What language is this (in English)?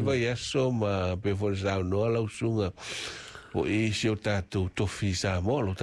Samoan